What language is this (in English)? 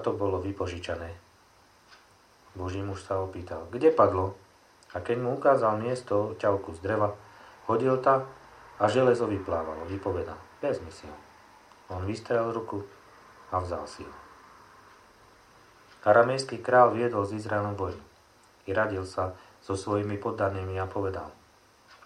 Slovak